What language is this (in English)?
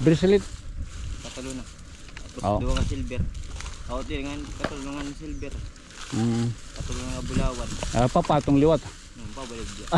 Waray